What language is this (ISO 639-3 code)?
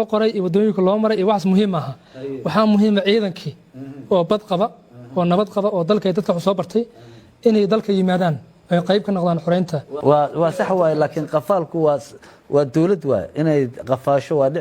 som